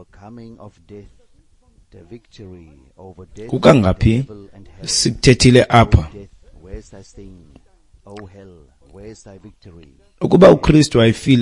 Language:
Xhosa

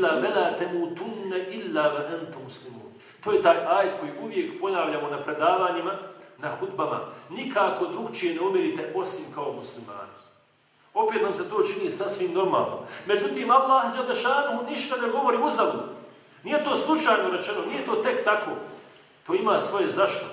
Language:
Bosnian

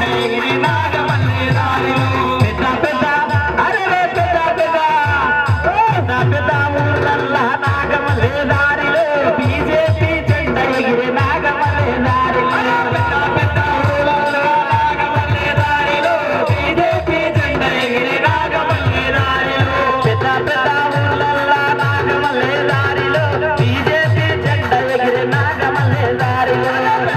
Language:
Telugu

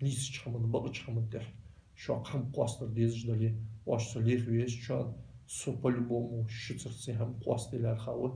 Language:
Ingush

